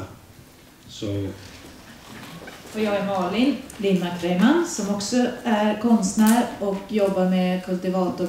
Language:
Swedish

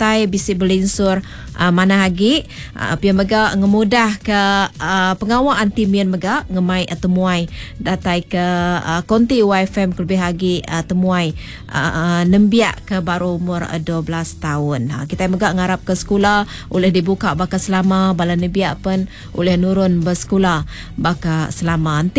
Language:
Iban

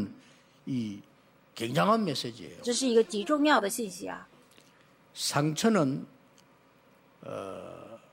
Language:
Korean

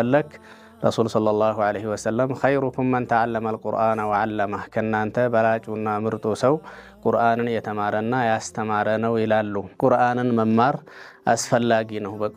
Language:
Amharic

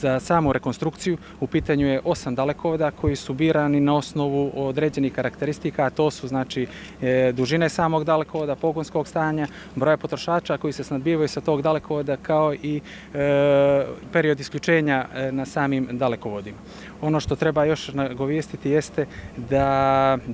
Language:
Bosnian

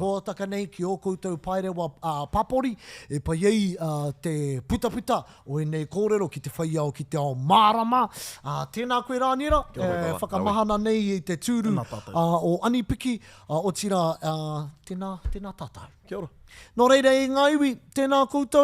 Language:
Māori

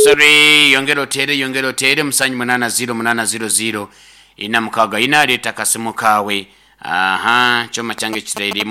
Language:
Nyankole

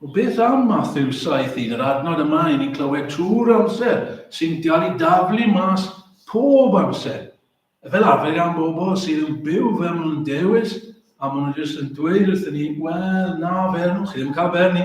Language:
Welsh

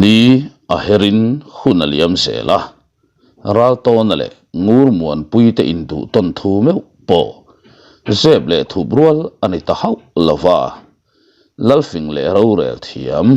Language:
Mizo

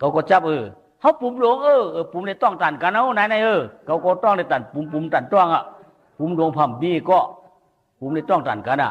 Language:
Shan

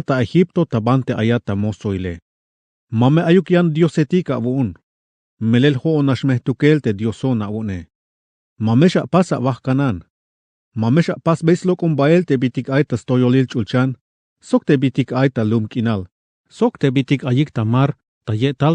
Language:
Tzeltal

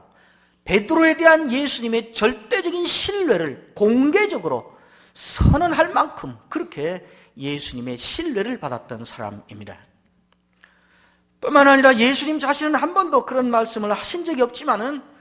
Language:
Korean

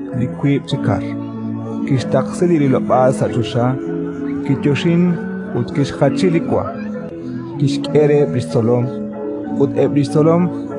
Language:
Kekchí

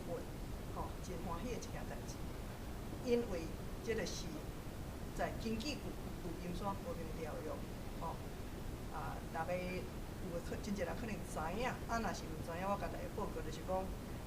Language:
Min Nan Chinese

